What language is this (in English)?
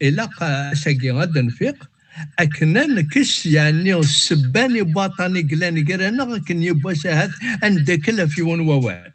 Kabyle